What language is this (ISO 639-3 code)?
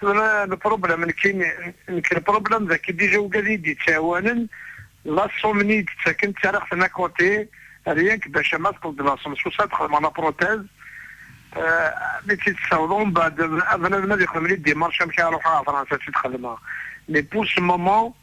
kab